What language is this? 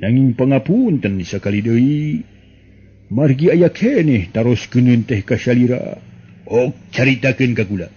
Sundanese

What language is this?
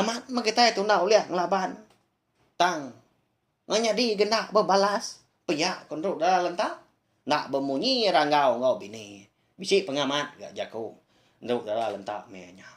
Iban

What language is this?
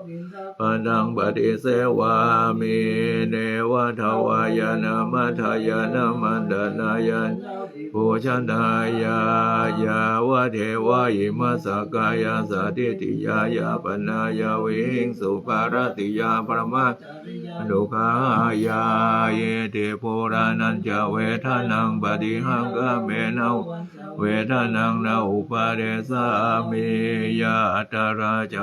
Pali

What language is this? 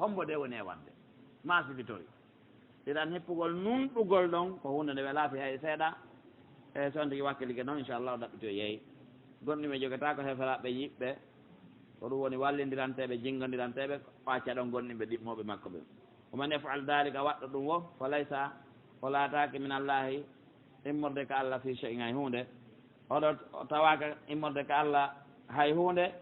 Pular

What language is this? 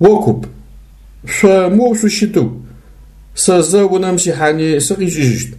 Adyghe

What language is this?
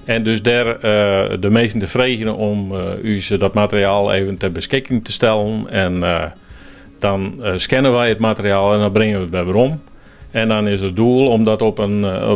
Western Frisian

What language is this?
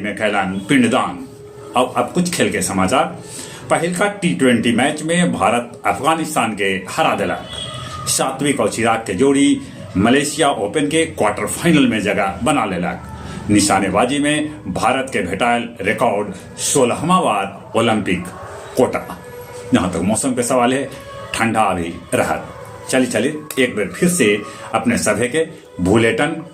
Magahi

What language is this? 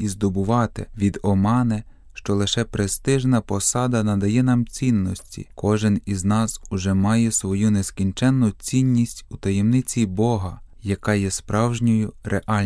Ukrainian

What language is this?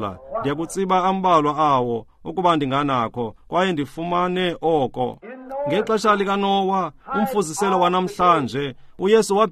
Xhosa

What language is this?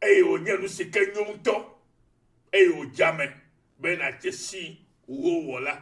Ewe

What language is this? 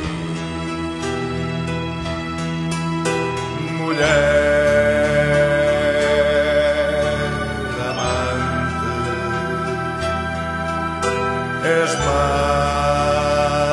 Portuguese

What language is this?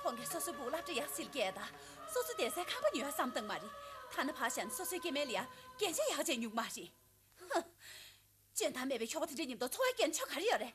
Tibetan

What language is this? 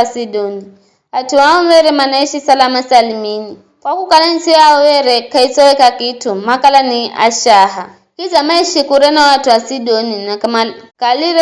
Giryama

